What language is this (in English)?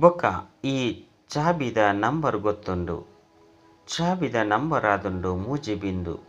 Tulu